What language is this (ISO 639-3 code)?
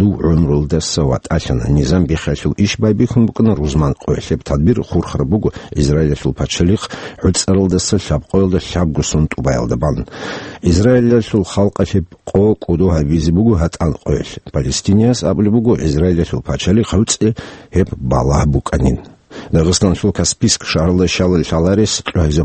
ava